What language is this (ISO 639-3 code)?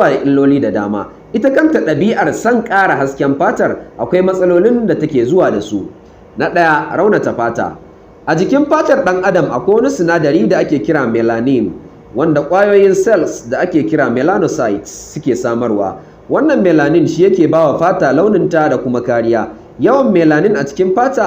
hau